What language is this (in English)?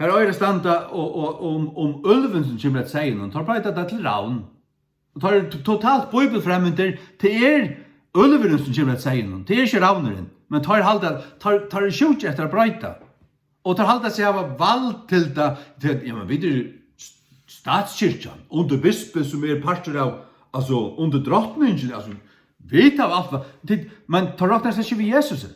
Faroese